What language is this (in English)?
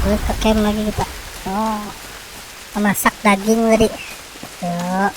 Banjar